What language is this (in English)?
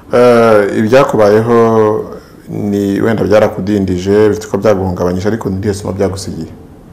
Kinyarwanda